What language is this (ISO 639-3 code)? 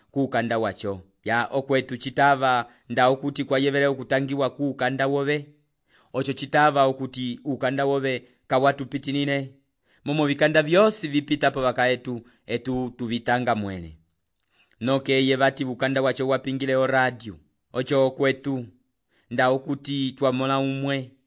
umb